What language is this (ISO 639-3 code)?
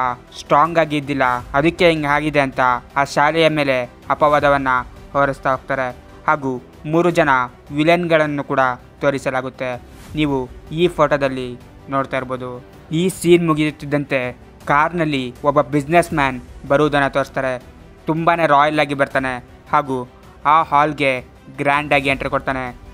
kan